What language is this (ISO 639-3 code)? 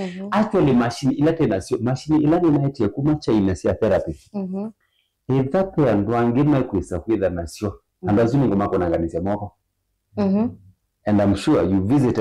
kam